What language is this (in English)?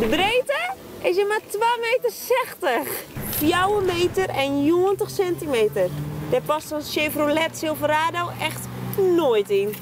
Western Frisian